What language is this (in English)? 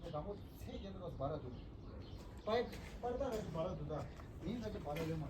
Tibetan